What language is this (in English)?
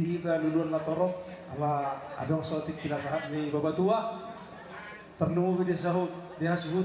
Batak Toba